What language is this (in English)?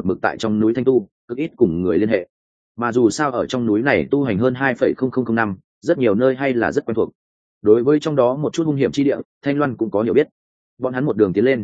Vietnamese